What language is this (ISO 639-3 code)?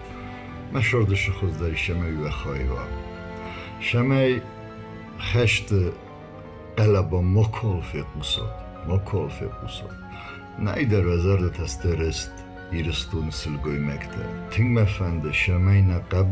oss